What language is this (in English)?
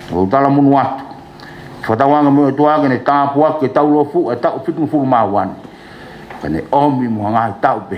Tongan